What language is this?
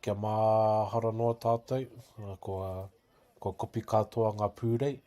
Māori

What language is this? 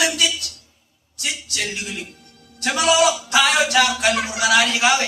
Marshallese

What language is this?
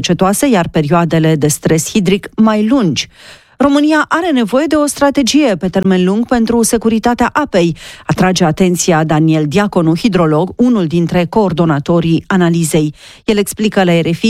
Romanian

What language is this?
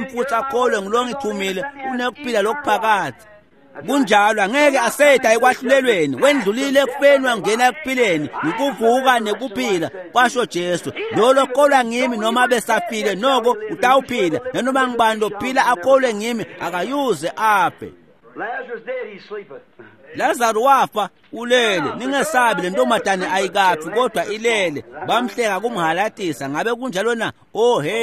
Swati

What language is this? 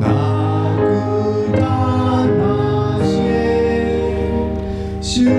Lahu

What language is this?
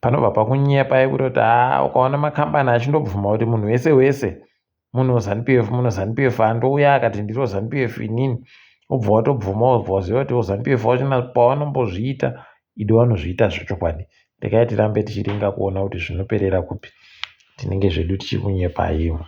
Ndau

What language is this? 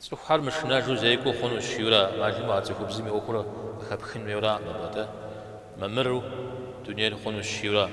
Kabardian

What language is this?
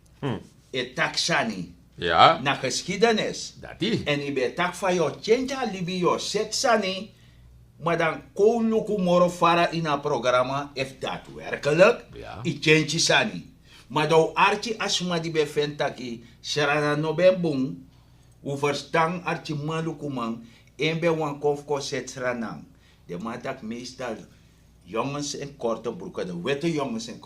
Sranan Tongo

